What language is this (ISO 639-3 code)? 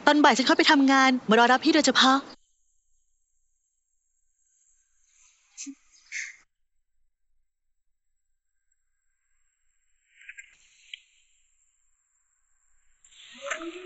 tha